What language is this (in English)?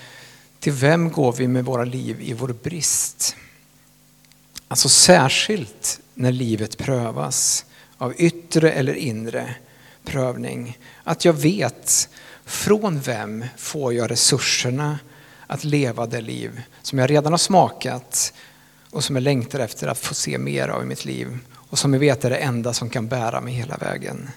Swedish